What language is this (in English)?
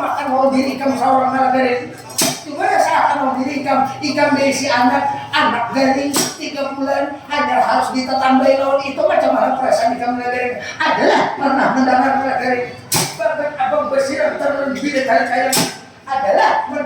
Banjar